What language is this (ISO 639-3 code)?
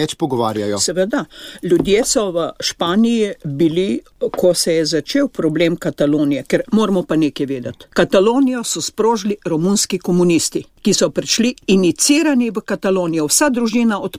slv